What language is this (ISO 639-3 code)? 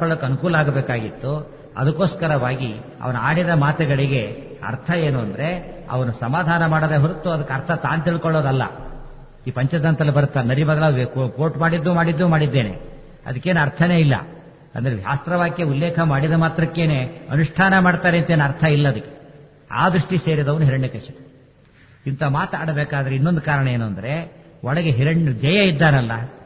kan